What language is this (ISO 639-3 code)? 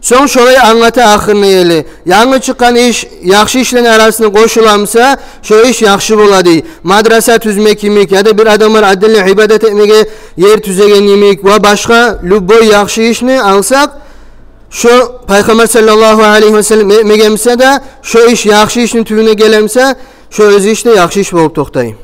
kum